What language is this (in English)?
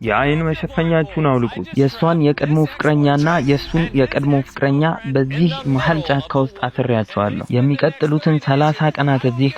Amharic